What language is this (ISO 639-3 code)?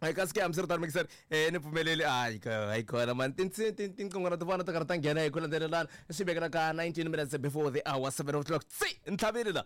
tso